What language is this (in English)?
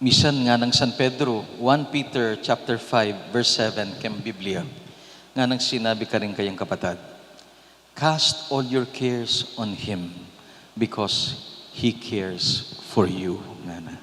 Pampanga